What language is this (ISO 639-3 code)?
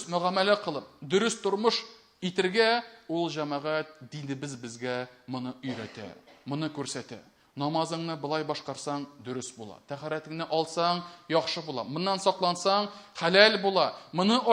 tat